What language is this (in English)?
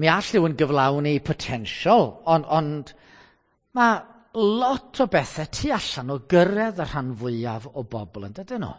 Welsh